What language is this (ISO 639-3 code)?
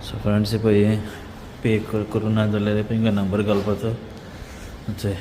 kok